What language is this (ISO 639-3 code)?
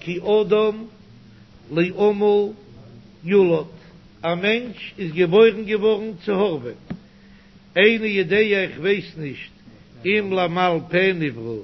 yid